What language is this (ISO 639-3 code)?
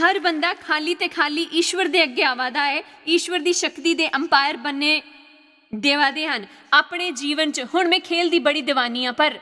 doi